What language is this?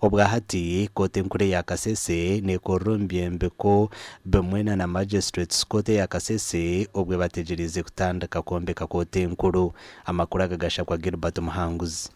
Nyankole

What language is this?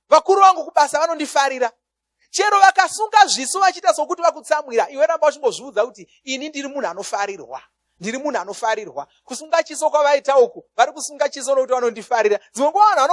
Shona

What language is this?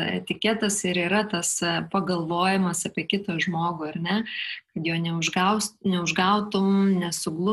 Lithuanian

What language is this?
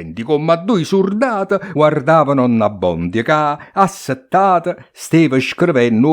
Neapolitan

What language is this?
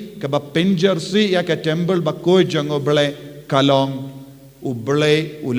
Khasi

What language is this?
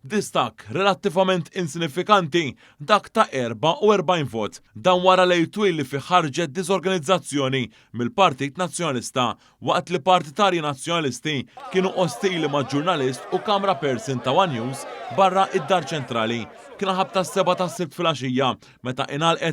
Maltese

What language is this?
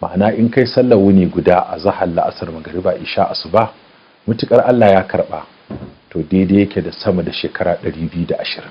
Hausa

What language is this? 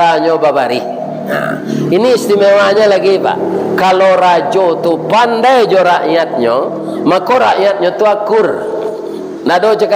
Minangkabau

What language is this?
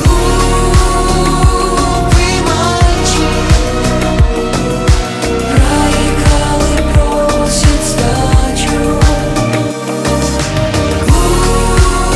Russian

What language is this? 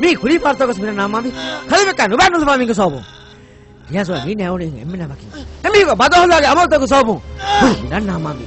Divehi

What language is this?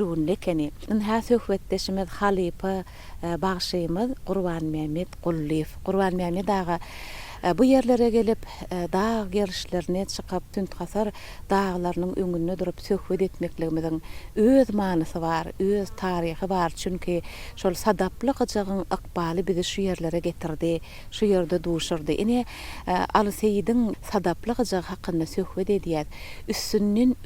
Turkmen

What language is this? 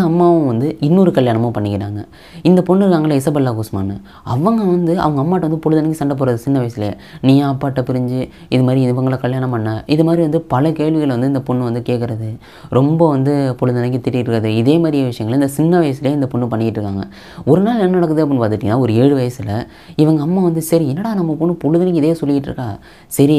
Tamil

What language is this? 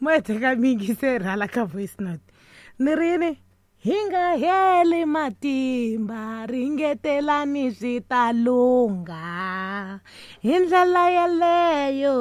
Tsonga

